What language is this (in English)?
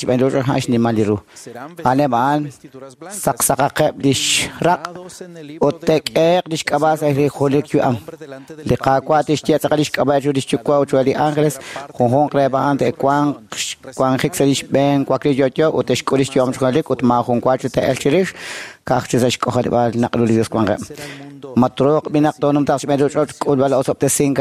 Kekchí